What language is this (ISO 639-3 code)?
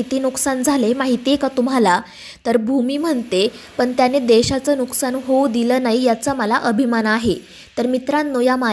mar